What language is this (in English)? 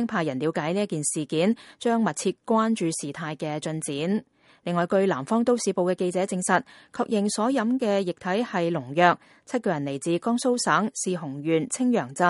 Cantonese